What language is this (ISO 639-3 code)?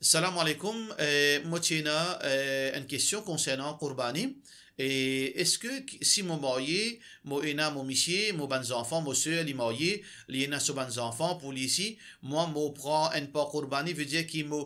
mfe